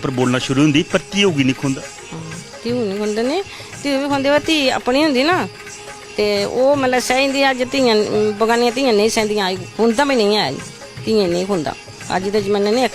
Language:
Dogri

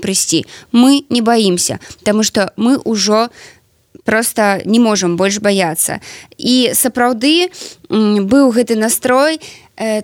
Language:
Belarusian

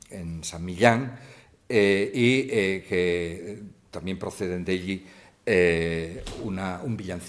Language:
Asturian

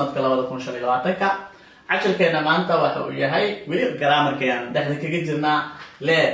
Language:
Somali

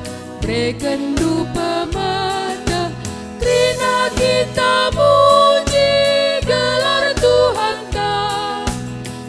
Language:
Batak Karo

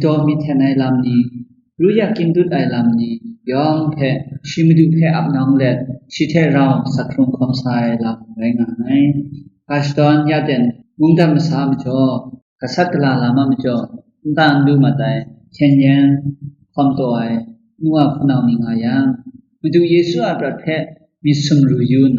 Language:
Kachin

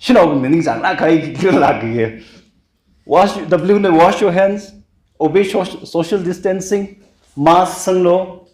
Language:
Tangkhul Naga (India)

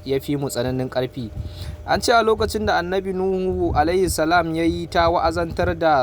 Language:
Hausa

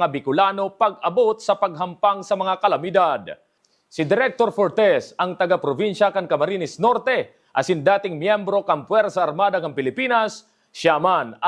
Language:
Bikol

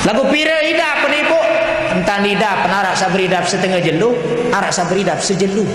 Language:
Sasak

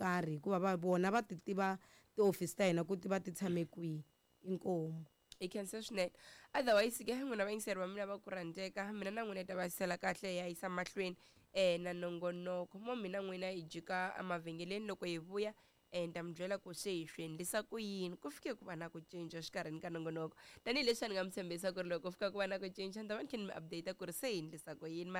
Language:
Tsonga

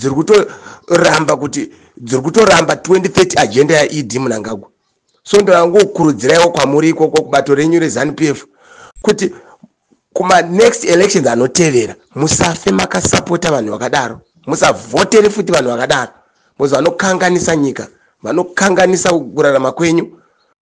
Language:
Shona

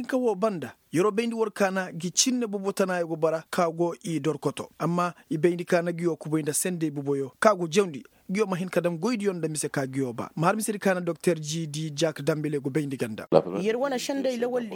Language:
Koyraboro Senni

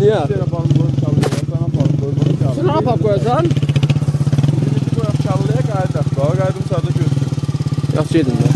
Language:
South Azerbaijani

